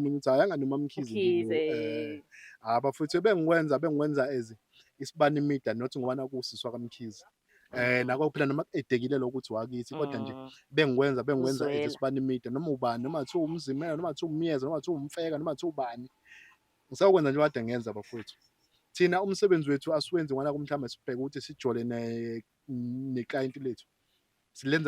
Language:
Zulu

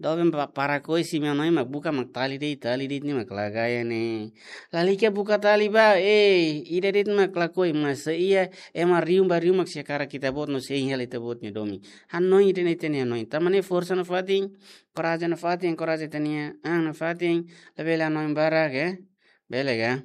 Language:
Tetum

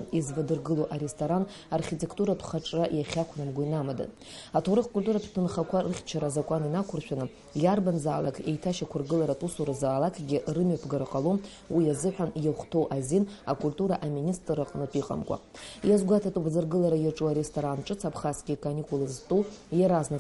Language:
Abkhazian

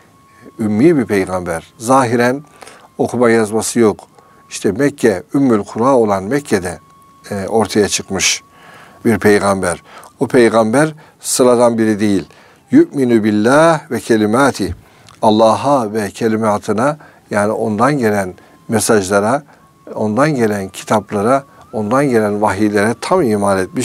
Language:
Turkish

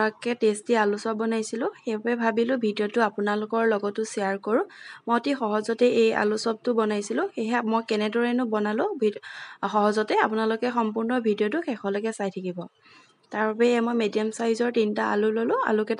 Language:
Assamese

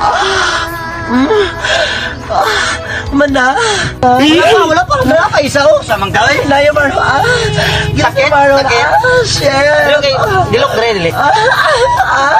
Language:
Cebuano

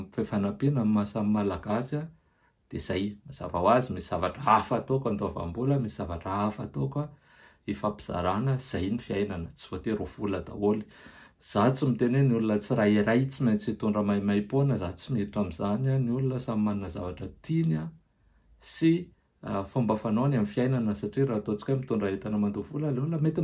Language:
Malagasy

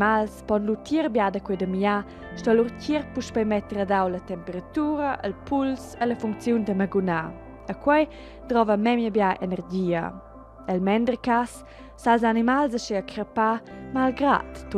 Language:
Romansh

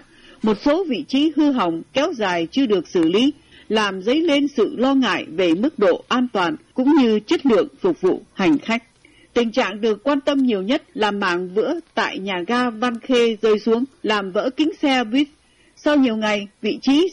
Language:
Vietnamese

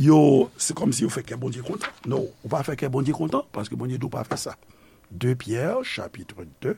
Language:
Haitian Creole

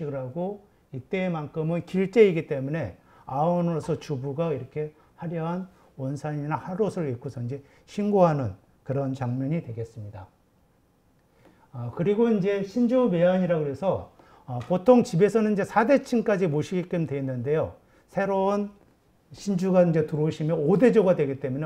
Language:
Korean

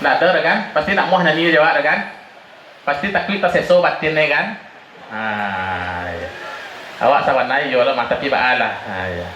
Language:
Minangkabau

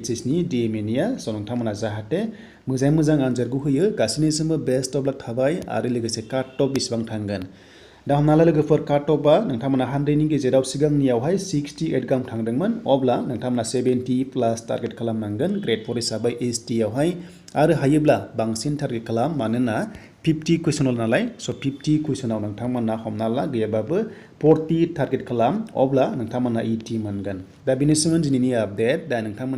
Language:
Bodo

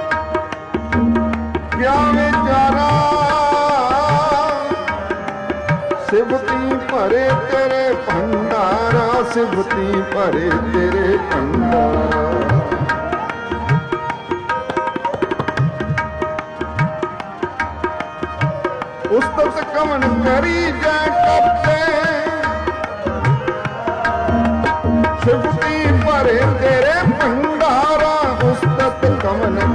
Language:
Punjabi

